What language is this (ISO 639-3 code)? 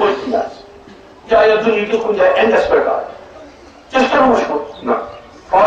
kas